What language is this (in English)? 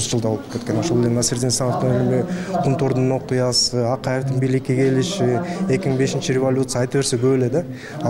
Kyrgyz